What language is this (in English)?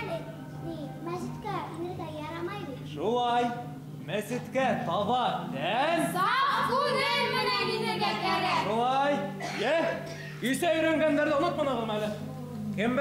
Bashkir